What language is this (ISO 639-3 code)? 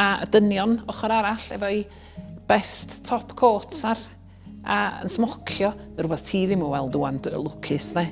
cym